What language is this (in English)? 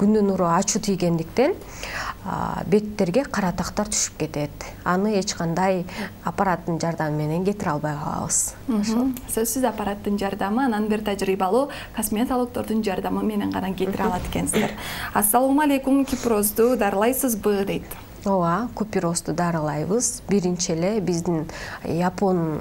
Kyrgyz